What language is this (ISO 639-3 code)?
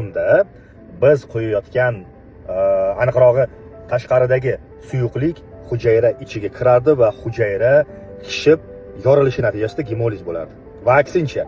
uzb